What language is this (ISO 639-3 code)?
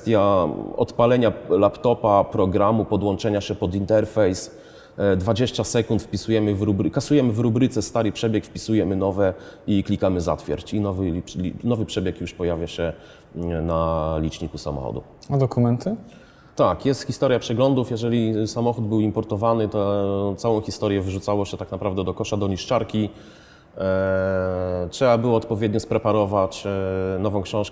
pol